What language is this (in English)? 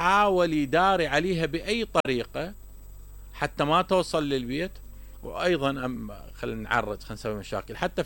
Mesopotamian Arabic